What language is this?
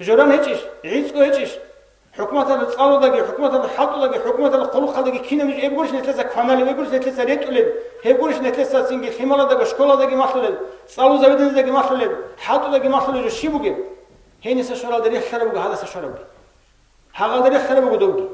Avaric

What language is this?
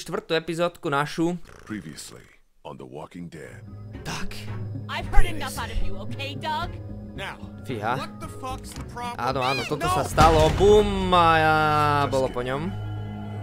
Slovak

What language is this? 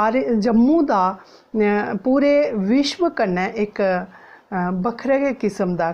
Dogri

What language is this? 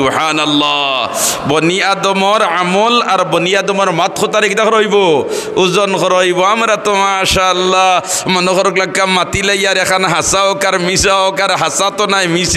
Sylheti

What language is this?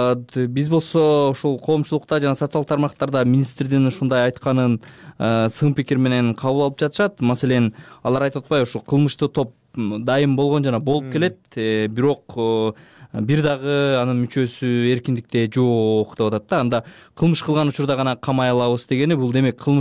Kyrgyz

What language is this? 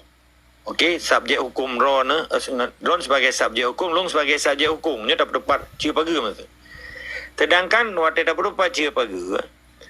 Achinese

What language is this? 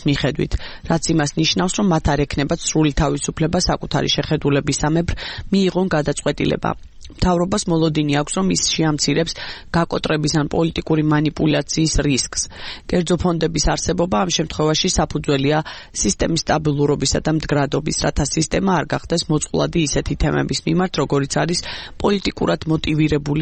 Georgian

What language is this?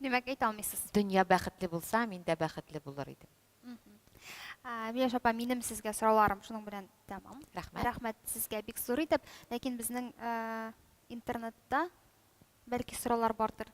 Tatar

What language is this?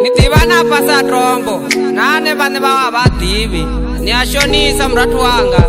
Venda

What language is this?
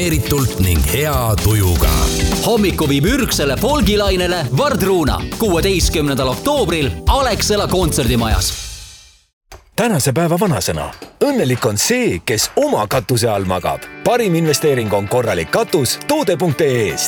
Estonian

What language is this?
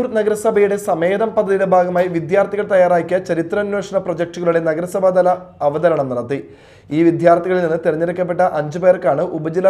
Malayalam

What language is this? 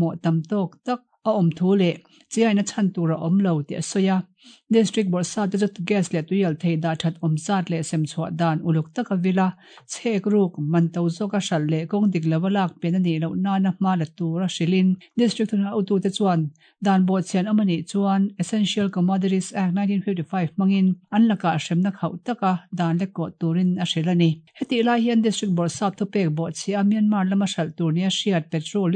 Mizo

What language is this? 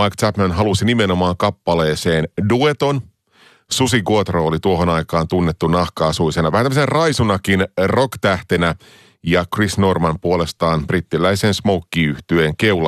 Finnish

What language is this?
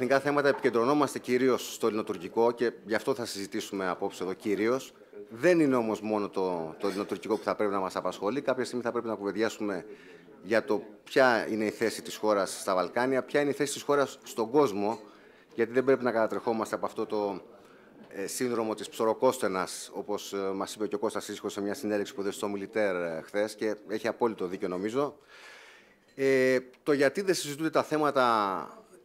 Greek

